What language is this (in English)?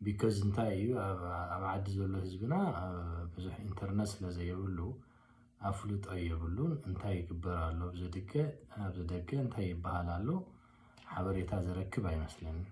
Tigrinya